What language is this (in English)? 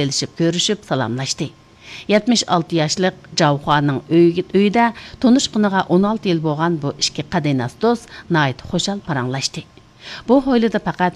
Uyghur